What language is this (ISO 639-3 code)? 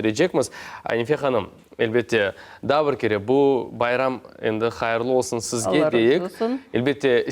crh